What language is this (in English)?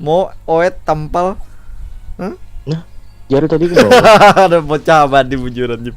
Banjar